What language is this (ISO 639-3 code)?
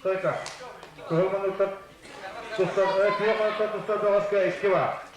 sah